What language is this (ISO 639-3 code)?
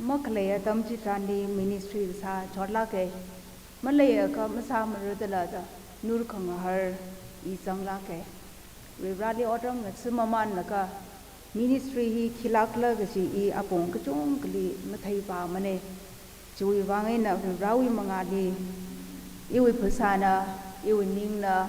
nmf